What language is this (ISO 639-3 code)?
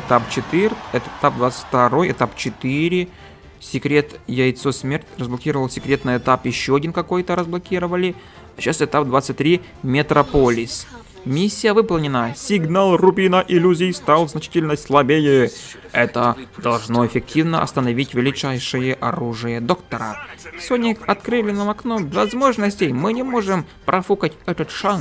rus